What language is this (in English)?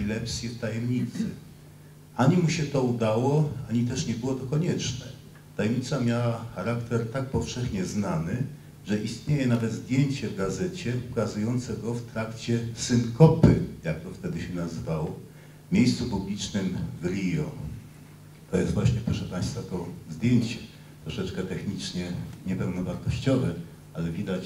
Polish